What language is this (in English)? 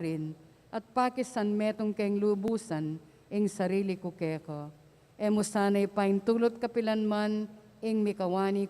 Pampanga